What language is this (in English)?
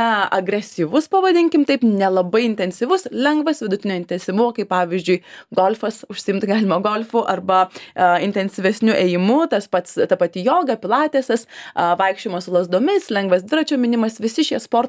Lithuanian